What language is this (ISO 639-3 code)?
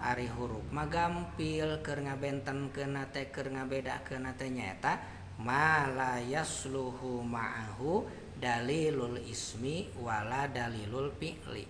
sun